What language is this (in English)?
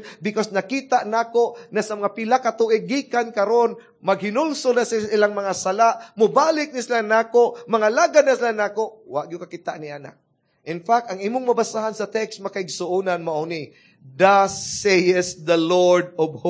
Cebuano